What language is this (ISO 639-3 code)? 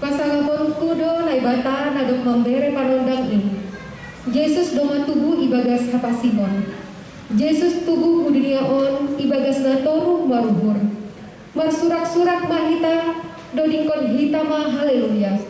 bts